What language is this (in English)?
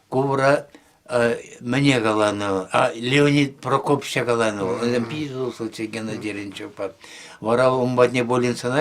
Chuvash